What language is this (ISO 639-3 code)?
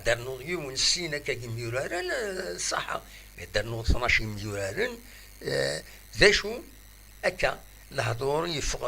kab